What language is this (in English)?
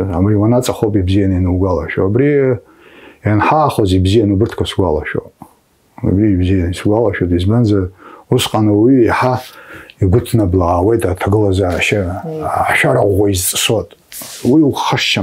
Abkhazian